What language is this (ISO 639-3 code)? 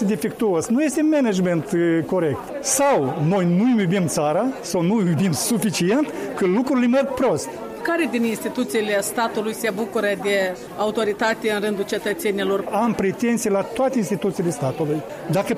ron